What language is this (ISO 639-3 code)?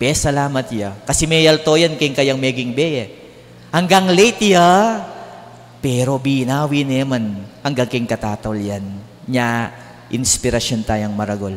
pam